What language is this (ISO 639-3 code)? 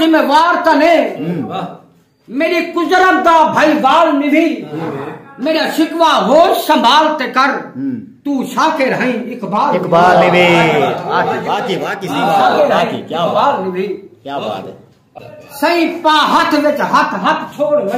skr